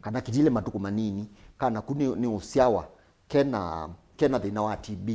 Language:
Kamba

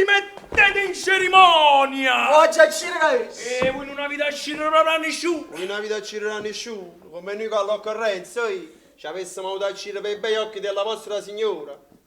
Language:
Neapolitan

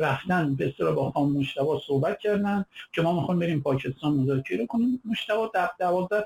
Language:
Persian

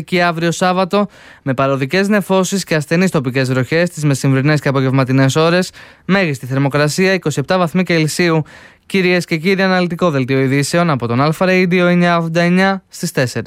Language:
Greek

